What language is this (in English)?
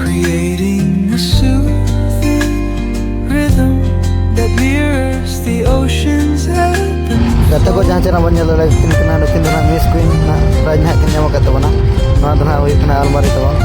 Santali